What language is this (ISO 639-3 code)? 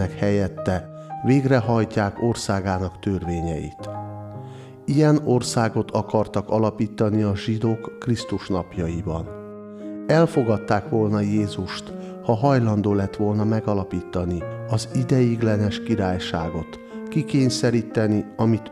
hun